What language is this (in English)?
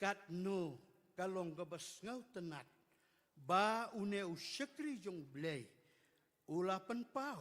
Khasi